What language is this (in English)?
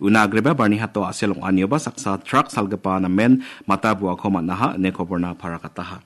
Garo